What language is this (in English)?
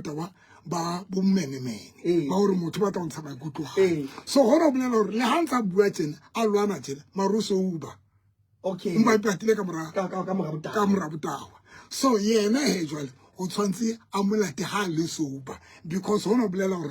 Southern Sotho